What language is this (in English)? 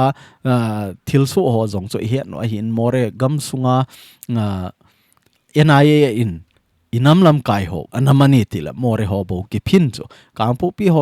Thado Chin